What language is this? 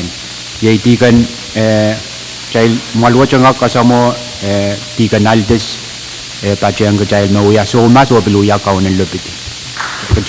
Pohnpeian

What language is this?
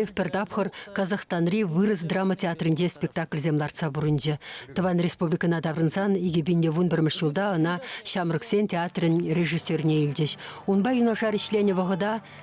Chuvash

